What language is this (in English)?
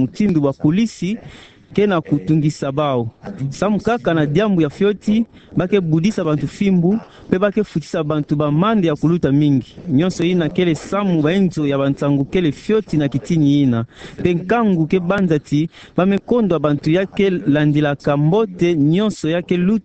Kituba (Democratic Republic of Congo)